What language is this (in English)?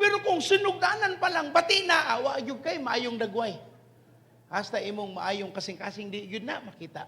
Cebuano